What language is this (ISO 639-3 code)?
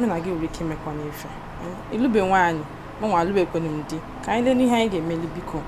ibo